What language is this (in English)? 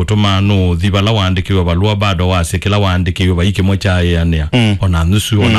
Kamba